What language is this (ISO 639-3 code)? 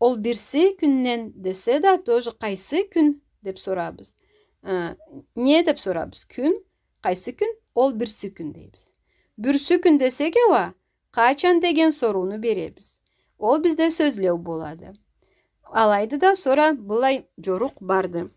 krc